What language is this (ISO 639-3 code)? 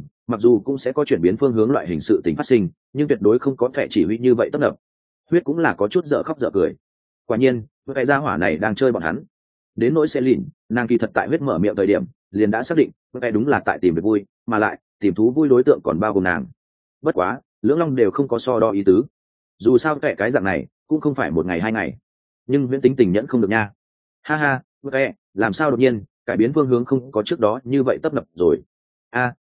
vie